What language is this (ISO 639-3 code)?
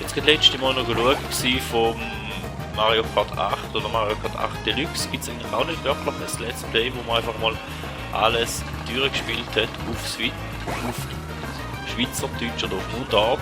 gsw